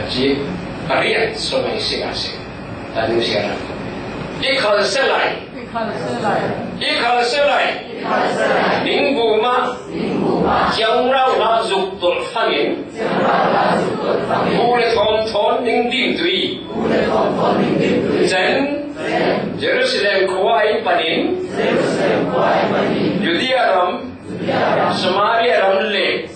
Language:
Falam Chin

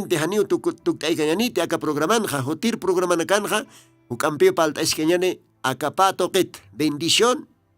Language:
Aymara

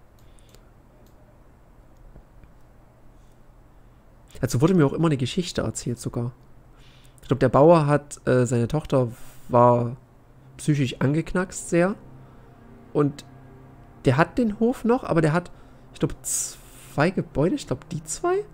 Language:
German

